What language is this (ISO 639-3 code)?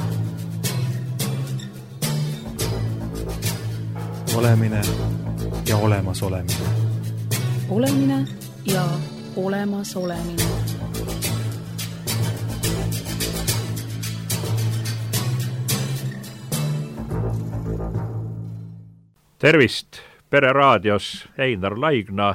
est